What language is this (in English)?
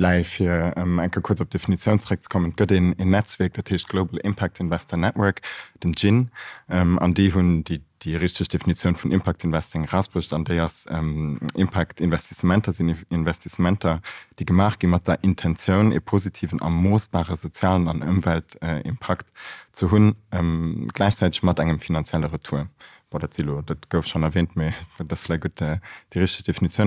Luxembourgish